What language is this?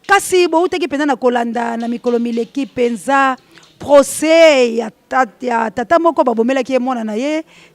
Lingala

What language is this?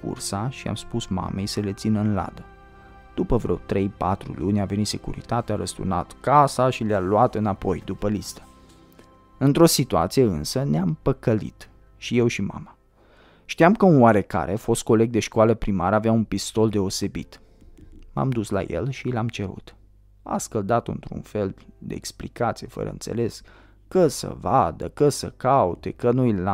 Romanian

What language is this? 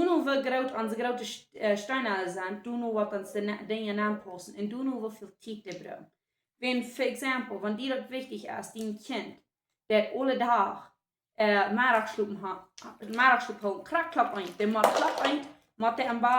Plautdietsch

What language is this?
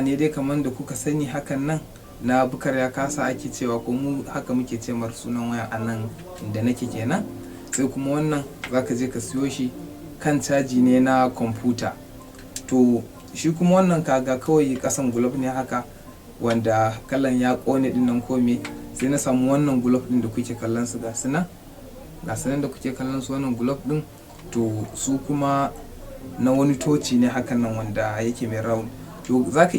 Hausa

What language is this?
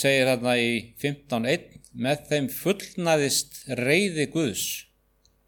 Icelandic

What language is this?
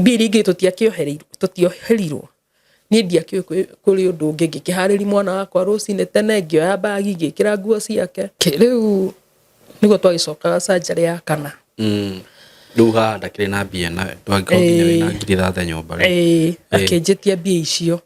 Kikuyu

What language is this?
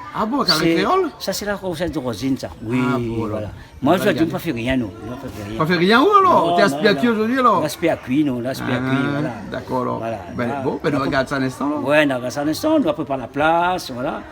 Réunion Creole French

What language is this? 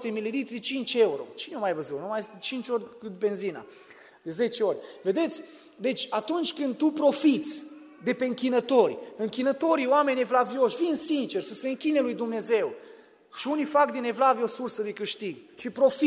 Romanian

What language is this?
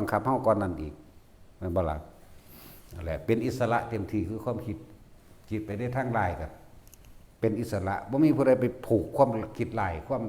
Northeastern Thai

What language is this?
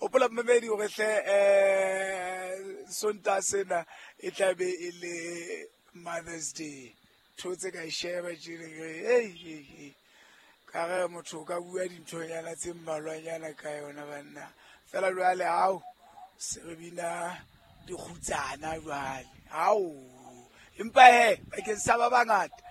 Southern Sotho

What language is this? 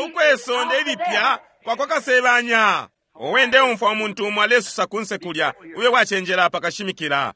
Bemba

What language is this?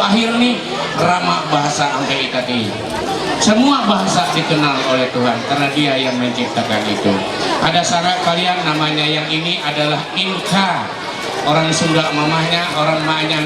Ma'anyan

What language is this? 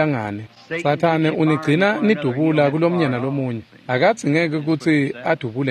Swati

